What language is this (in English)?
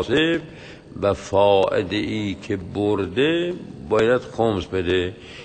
Persian